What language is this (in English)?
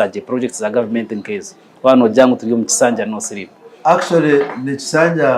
Nyankole